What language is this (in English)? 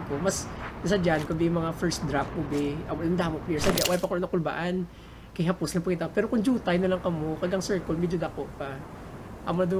Hiligaynon